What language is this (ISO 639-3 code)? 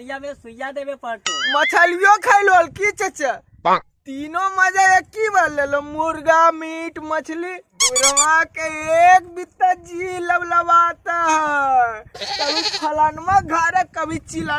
mag